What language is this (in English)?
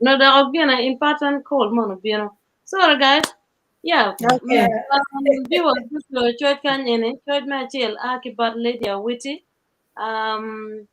Acoli